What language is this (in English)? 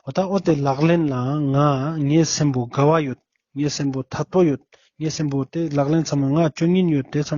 Ladakhi